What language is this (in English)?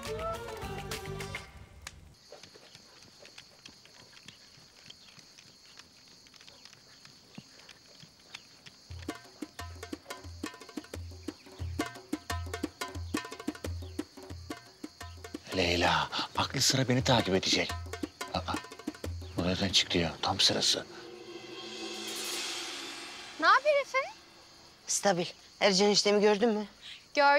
Turkish